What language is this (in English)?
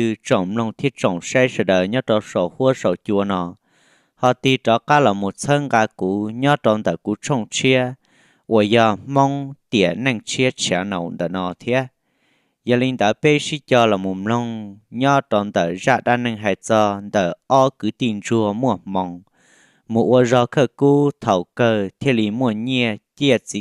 Hmong